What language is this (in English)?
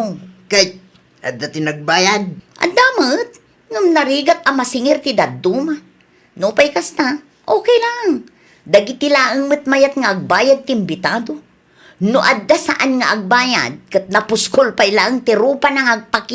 Iloko